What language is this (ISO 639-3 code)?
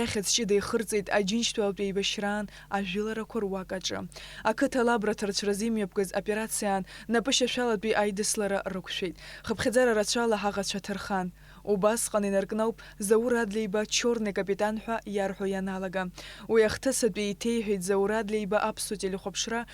abk